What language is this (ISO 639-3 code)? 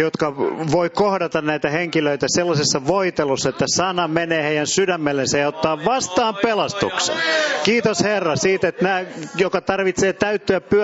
fin